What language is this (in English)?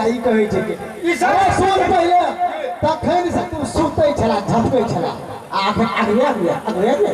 Maithili